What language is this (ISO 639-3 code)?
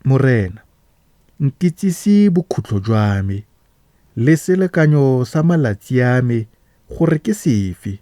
tsn